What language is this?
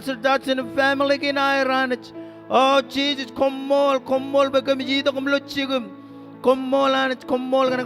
Marshallese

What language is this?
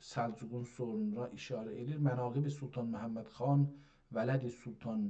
South Azerbaijani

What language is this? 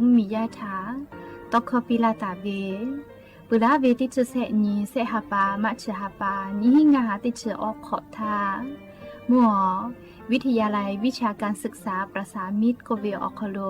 Lahu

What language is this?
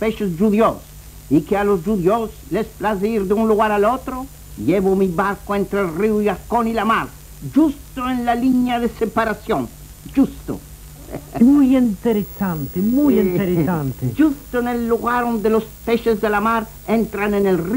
Ladino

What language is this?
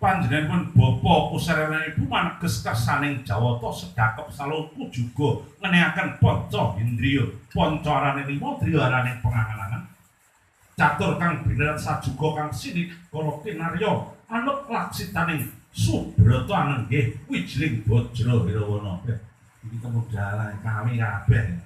Javanese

